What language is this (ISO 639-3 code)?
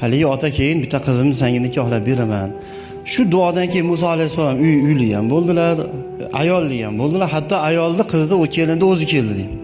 uzb